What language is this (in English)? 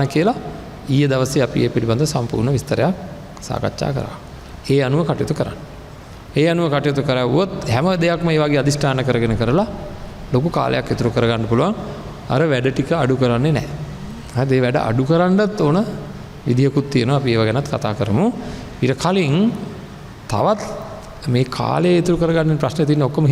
Sinhala